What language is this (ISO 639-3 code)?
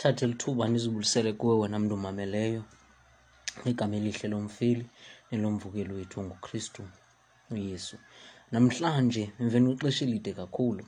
xho